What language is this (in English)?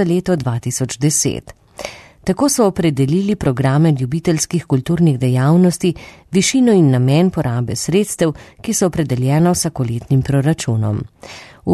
Slovenian